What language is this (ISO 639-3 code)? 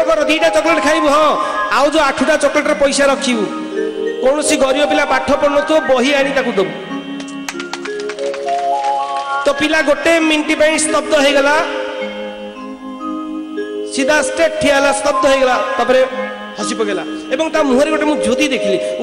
ori